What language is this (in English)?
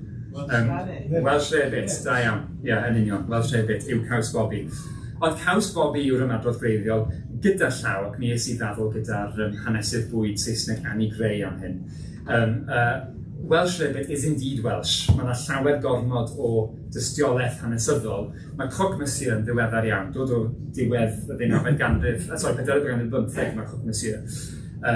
Welsh